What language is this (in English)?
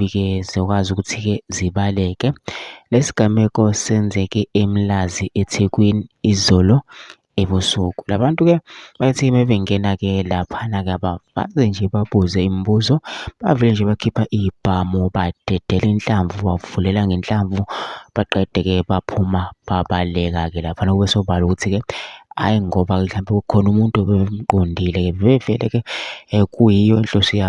Zulu